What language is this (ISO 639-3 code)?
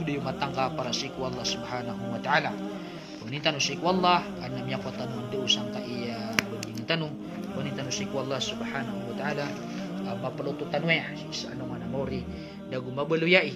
mrw